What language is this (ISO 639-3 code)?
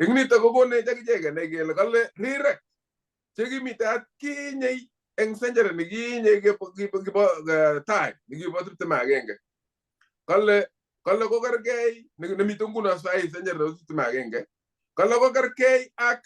kln